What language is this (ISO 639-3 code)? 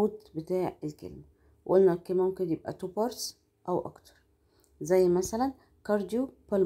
arz